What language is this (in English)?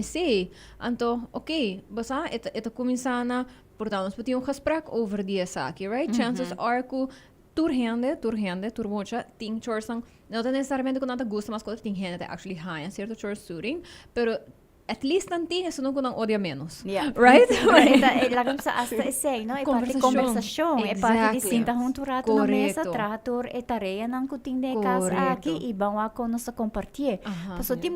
Papiamento